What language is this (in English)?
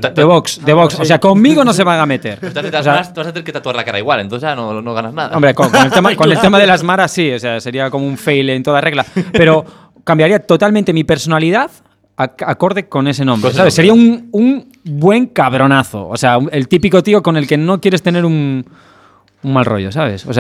Spanish